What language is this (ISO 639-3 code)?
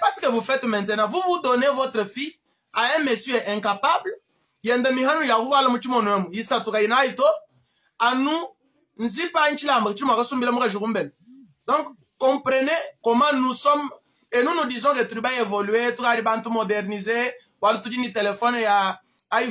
lua